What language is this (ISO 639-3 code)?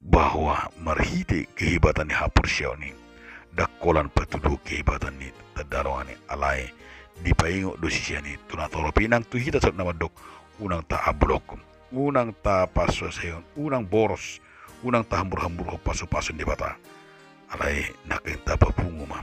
bbc